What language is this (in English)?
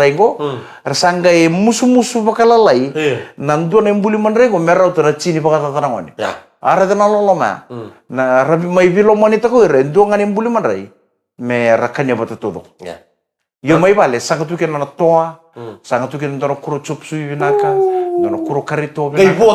Fijian